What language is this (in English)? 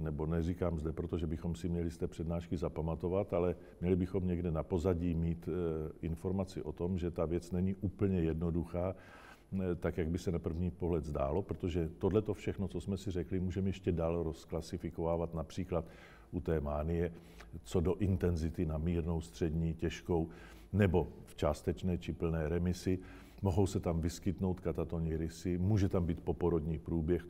Czech